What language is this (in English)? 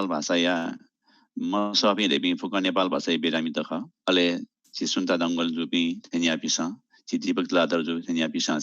Newari